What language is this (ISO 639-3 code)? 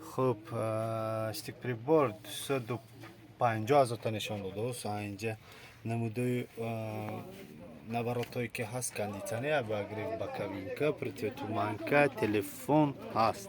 tgk